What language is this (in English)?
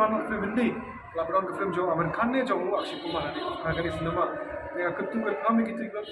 Khasi